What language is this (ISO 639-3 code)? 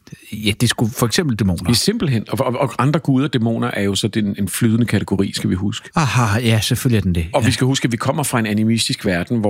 dan